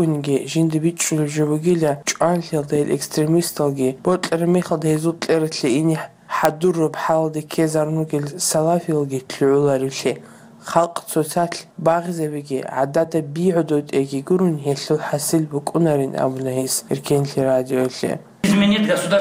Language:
Avaric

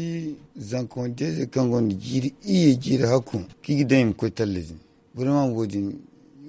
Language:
Zarma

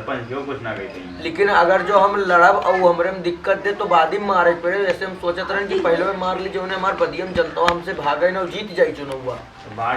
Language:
Awadhi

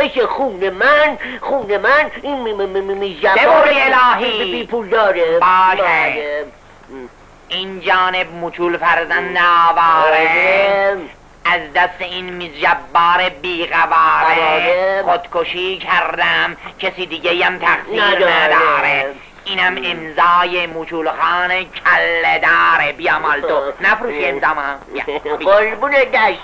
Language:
Persian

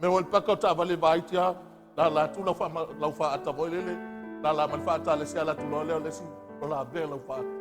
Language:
Samoan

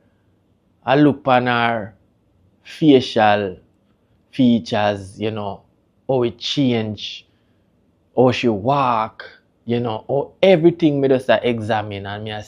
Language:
Jamaican Creole English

